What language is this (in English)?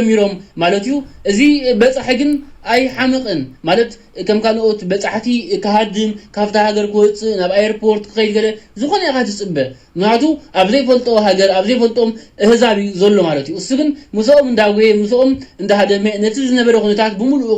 Tigrinya